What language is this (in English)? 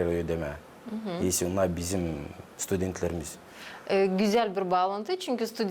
Gagauz